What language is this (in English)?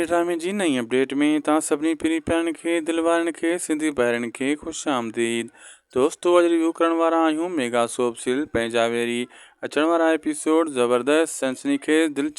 Sindhi